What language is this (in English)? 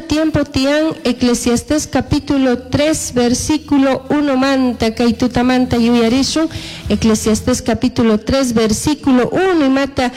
Chimborazo Highland Quichua